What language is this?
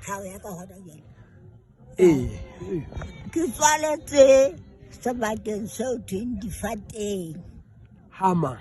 Southern Sotho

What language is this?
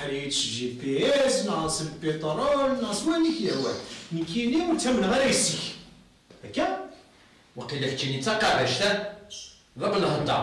Kabyle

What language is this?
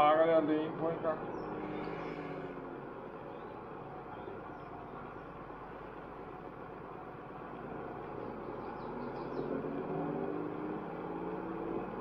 Danish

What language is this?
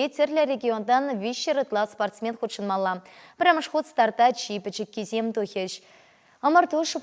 Chuvash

